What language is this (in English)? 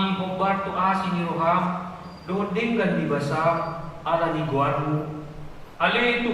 Batak Toba